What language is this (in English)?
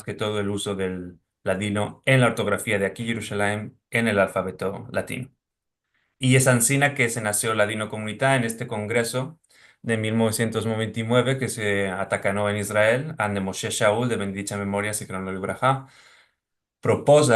Ladino